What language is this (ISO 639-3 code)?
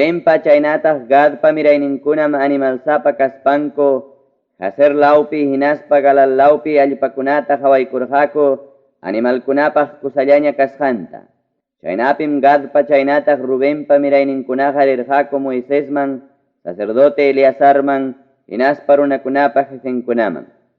quy